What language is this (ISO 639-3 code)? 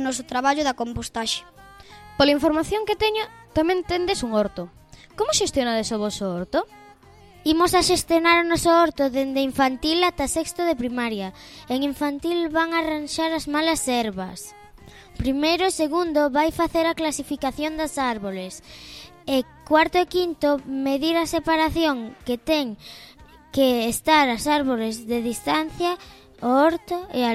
glg